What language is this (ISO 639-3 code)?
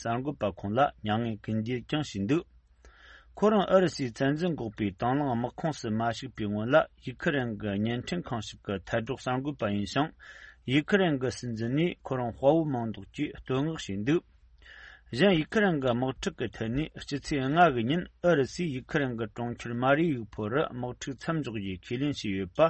bod